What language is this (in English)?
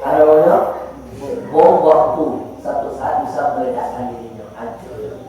Minangkabau